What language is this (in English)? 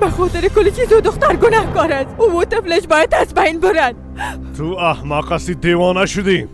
Persian